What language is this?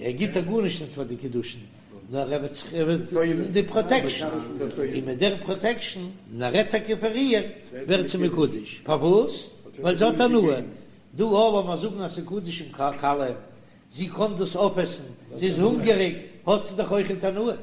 Yiddish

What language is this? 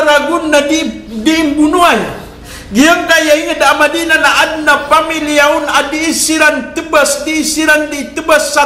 Maranao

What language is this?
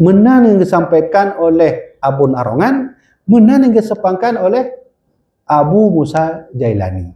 Achinese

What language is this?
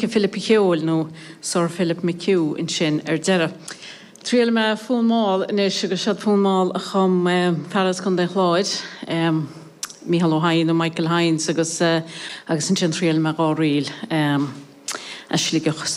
Irish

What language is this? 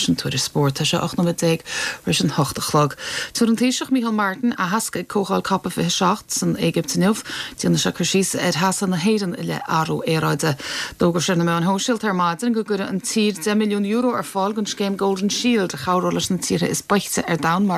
Irish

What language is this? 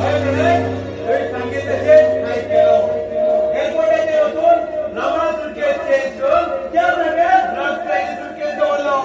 Konkani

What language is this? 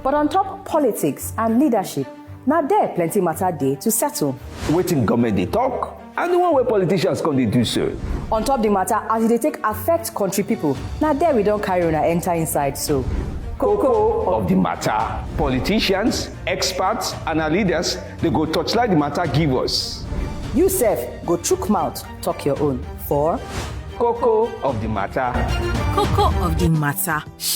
Nigerian Pidgin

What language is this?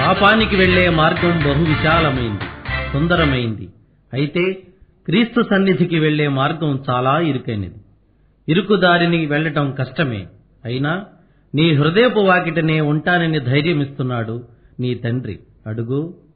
Telugu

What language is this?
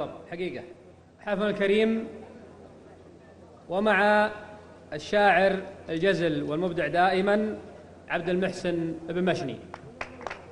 Arabic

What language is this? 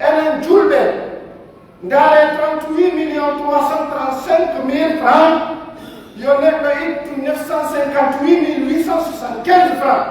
Pular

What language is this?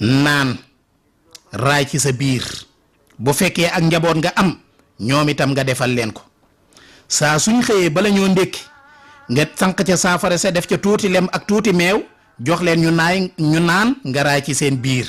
Wolof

